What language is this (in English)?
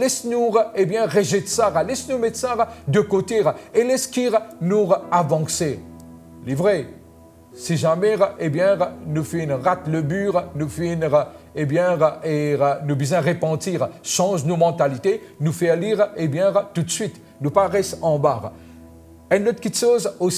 Morisyen